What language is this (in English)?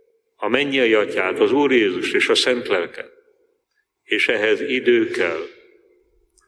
Hungarian